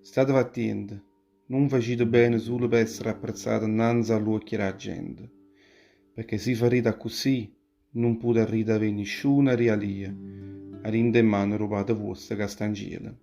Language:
Neapolitan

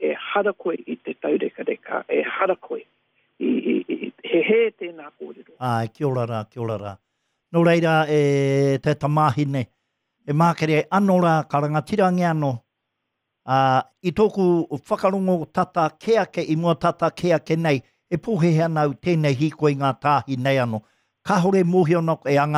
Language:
Māori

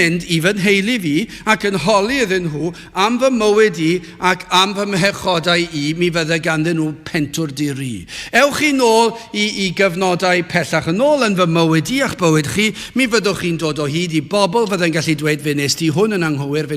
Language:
Welsh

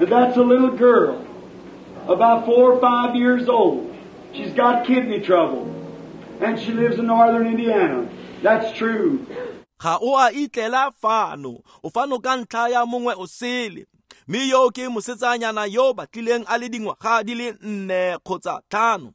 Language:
Tswana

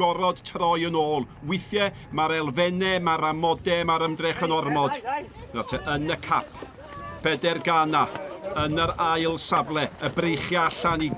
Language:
Welsh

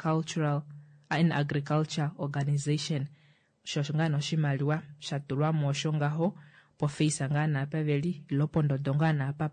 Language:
Kuanyama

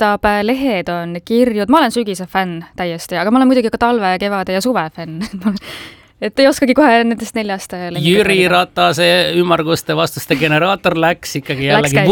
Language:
Estonian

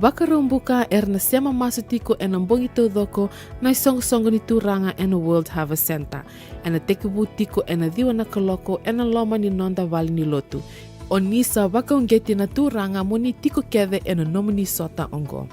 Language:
Fijian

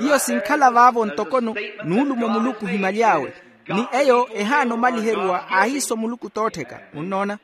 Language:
Makhuwa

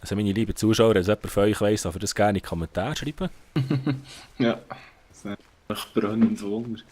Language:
Swiss German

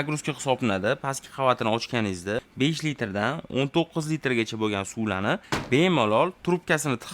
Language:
Uzbek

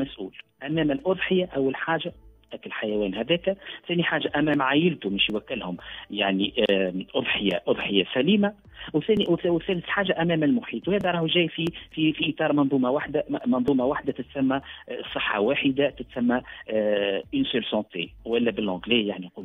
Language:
Tunisian Arabic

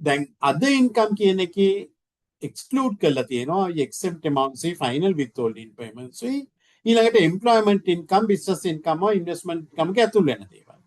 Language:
Sinhala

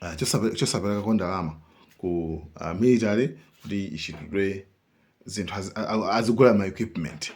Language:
Nyanja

